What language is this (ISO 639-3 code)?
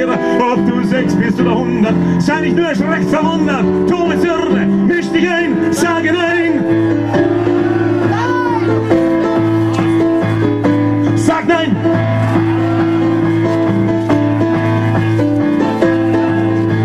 deu